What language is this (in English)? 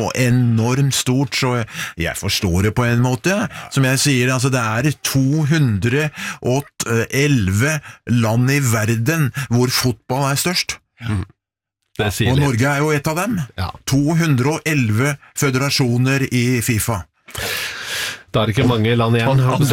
Norwegian